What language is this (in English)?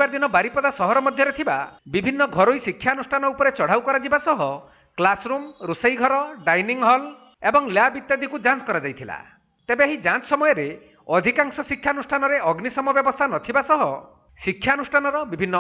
Odia